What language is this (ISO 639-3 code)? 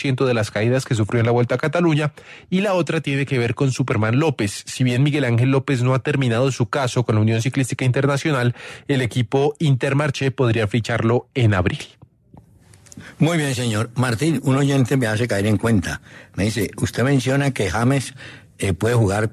spa